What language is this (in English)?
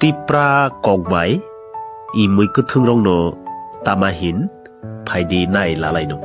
Kok Borok